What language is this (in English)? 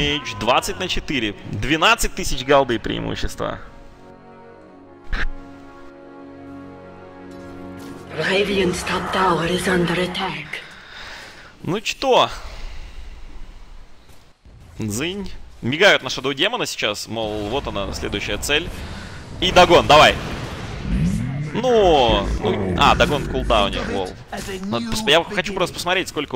Russian